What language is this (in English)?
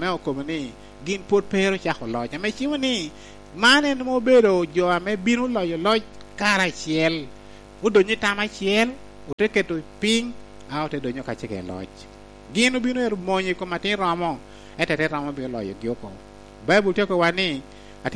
Lango (Uganda)